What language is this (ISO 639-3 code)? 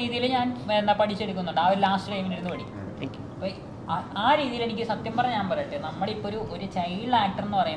mal